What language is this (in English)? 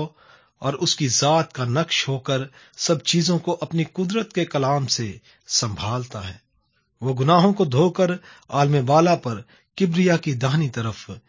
Urdu